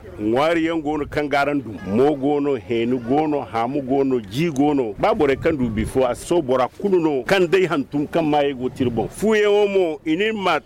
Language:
Zarma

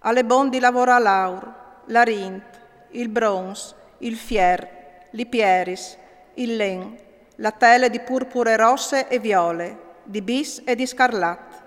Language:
Friulian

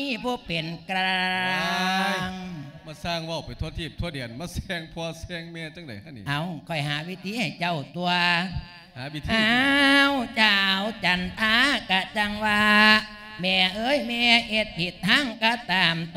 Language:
Lao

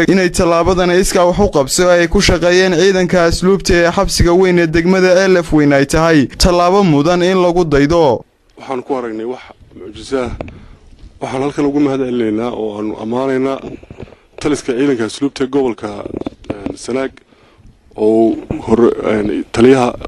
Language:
Somali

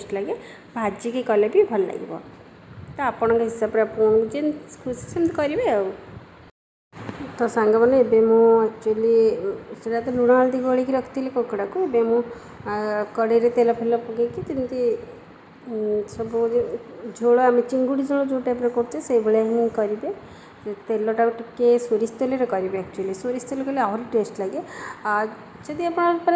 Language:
Odia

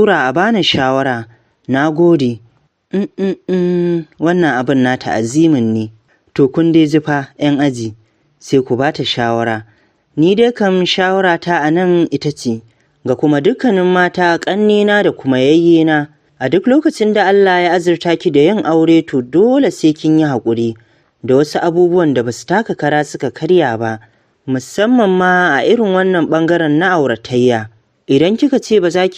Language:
Hausa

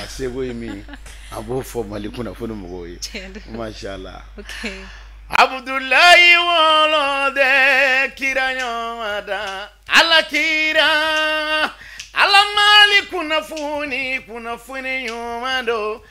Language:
Bambara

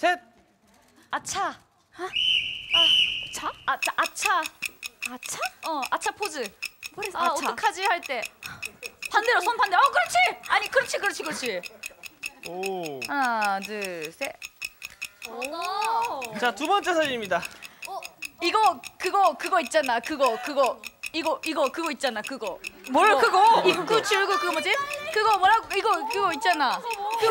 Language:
Korean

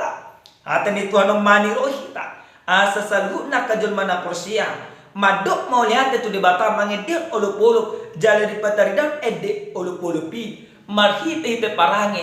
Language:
Batak Toba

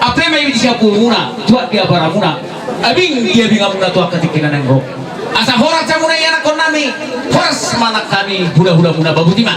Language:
Batak Toba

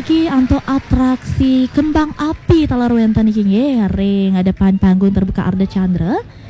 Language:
Balinese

